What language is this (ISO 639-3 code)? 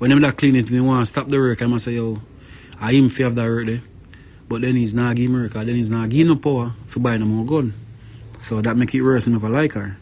jam